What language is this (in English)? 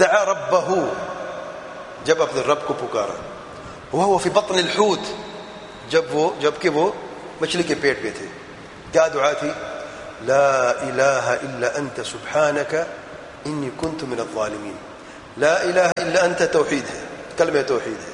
Urdu